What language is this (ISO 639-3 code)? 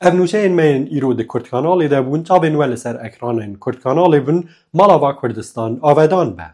kur